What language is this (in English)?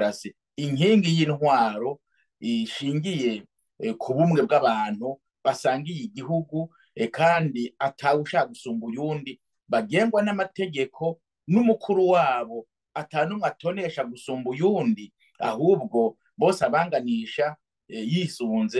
Rundi